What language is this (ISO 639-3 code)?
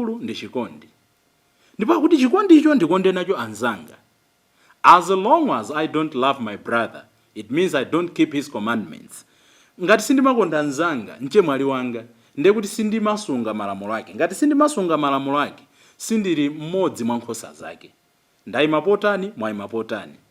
nya